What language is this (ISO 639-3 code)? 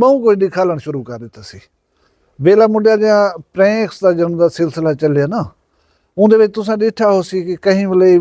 skr